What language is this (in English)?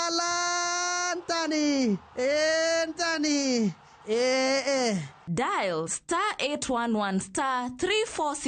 Luo (Kenya and Tanzania)